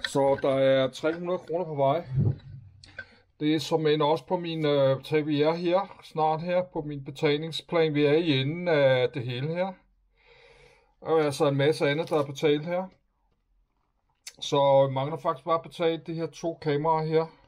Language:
Danish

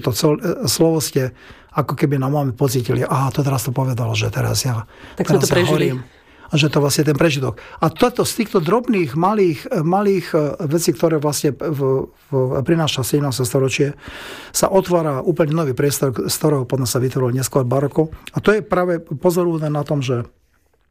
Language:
Slovak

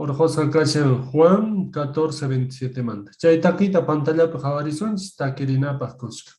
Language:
Quechua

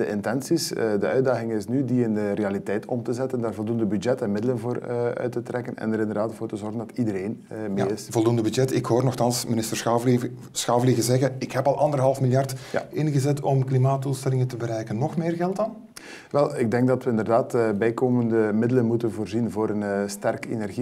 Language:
Dutch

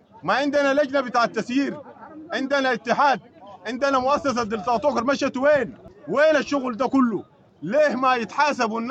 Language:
Sudanese Arabic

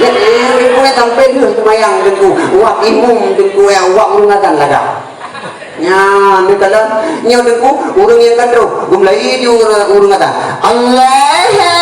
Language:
Achinese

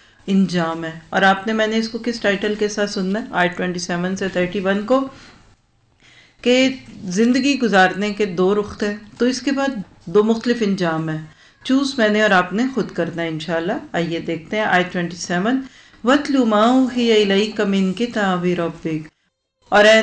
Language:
Urdu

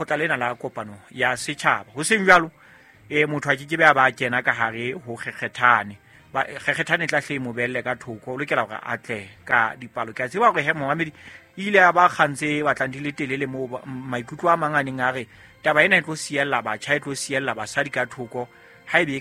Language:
Southern Sotho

